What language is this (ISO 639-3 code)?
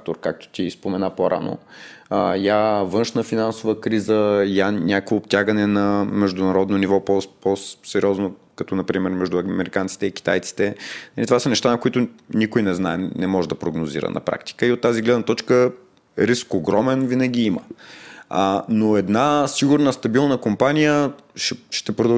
bul